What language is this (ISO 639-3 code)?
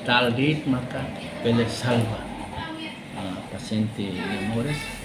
tet